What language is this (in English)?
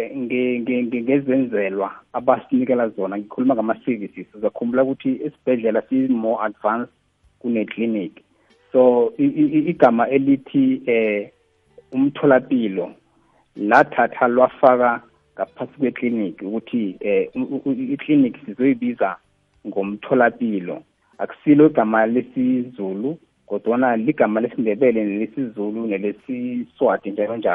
South Ndebele